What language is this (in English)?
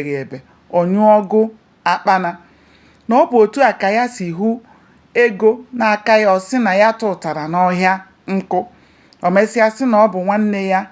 Igbo